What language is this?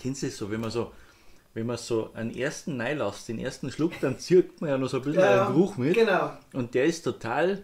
Bavarian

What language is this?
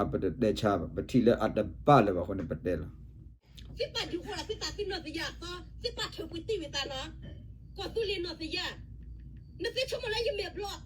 S'gaw Karen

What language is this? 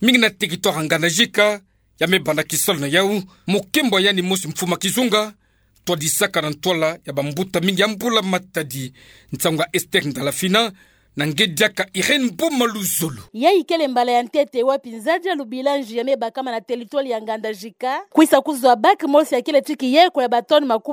Kituba (Democratic Republic of Congo)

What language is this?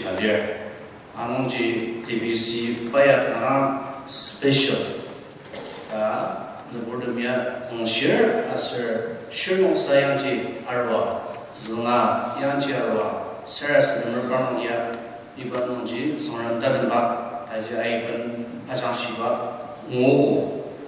Ao Naga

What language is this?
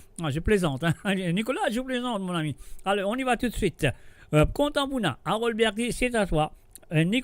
Morisyen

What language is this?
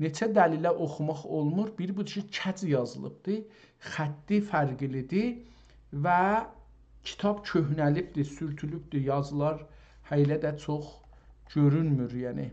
South Azerbaijani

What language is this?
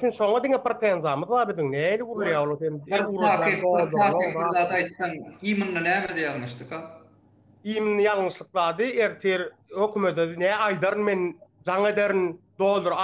Turkmen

